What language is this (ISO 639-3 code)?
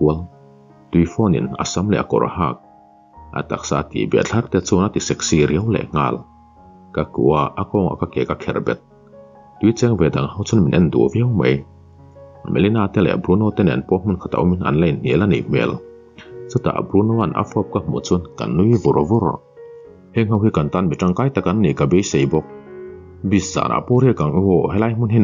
lus